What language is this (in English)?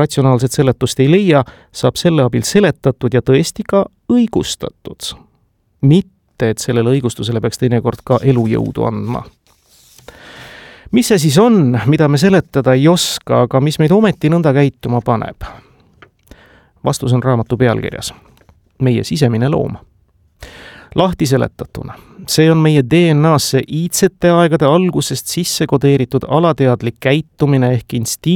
Estonian